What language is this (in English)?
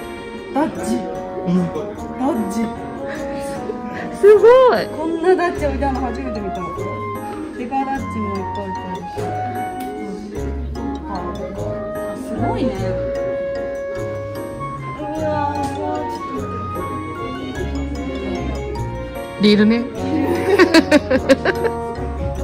Japanese